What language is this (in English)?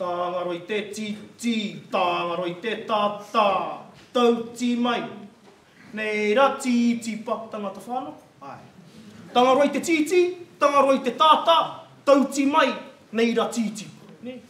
Māori